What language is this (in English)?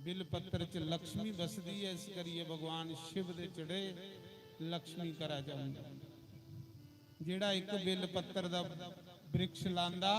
Dogri